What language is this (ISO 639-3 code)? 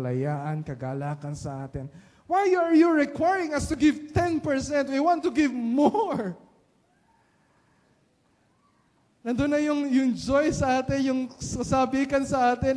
fil